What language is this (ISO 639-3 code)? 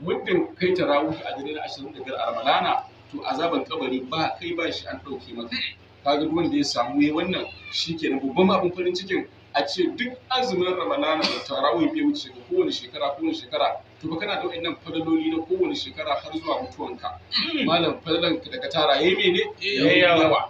hau